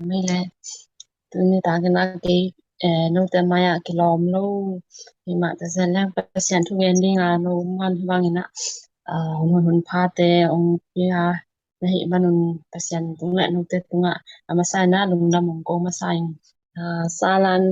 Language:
Tedim Chin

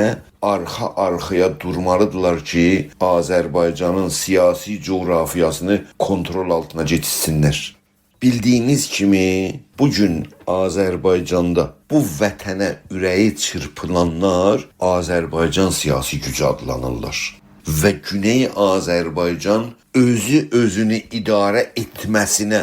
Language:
South Azerbaijani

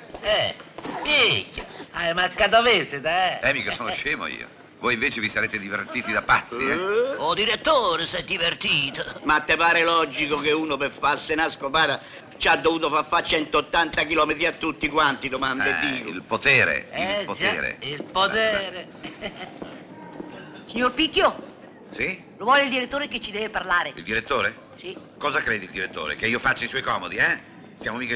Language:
Italian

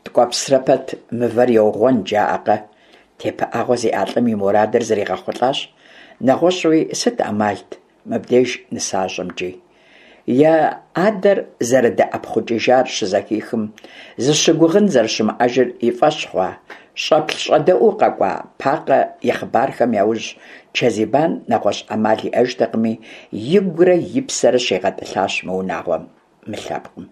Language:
Kabardian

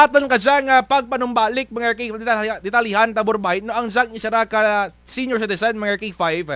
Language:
Kinaray-a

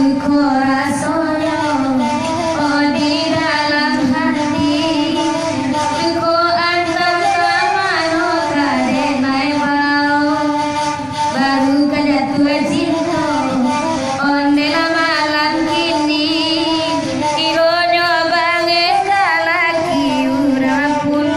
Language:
Minangkabau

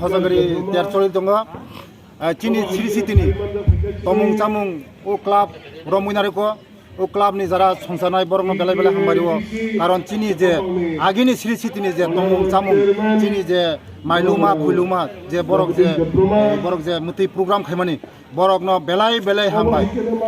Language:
Kok Borok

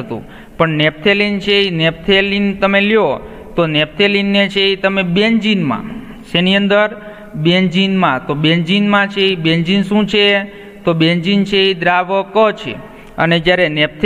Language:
Gujarati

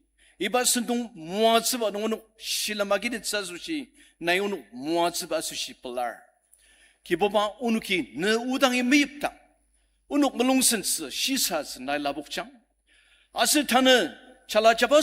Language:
Ao Naga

